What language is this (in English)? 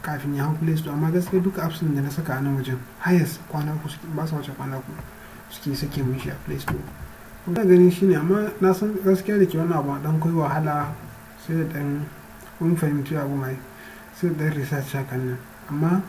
Hausa